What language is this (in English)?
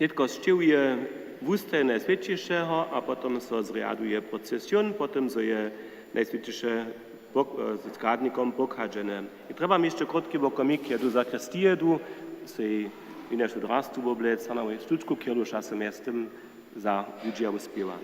Upper Sorbian